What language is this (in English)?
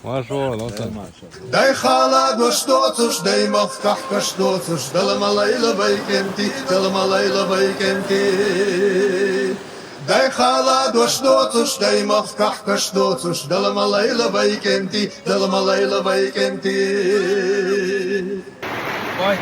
Chechen